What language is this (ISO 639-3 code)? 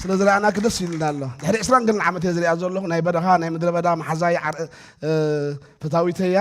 tir